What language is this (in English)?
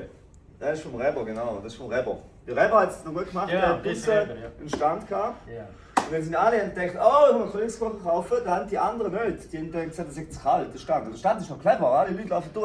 Swiss German